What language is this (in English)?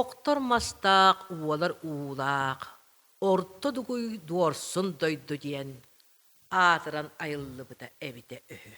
Yakut